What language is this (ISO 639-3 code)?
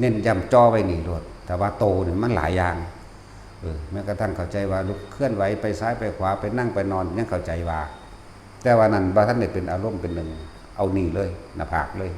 lao